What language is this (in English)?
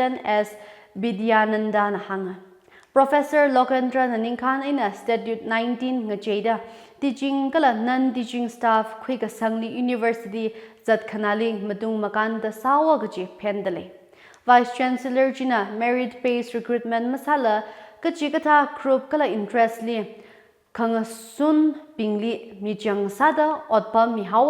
Tangkhul Naga (India)